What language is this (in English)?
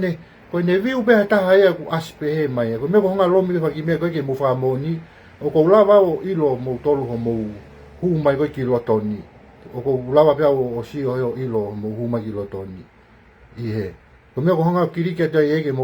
Tongan